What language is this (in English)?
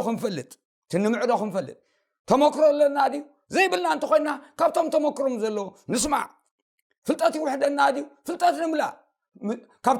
Tigrinya